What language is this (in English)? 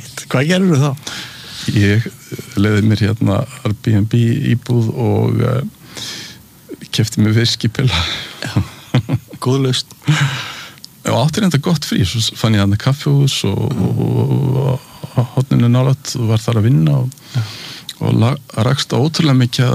Icelandic